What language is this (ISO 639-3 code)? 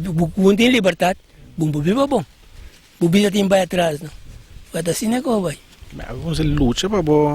pap